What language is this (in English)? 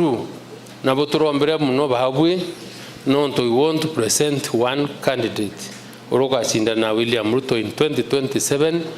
Meru